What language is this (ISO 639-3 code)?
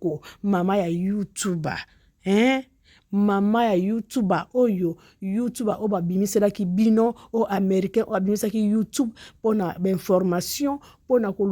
lin